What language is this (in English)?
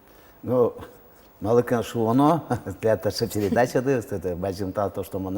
Udmurt